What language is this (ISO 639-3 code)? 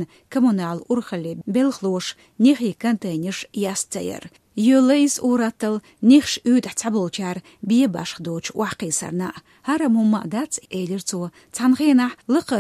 che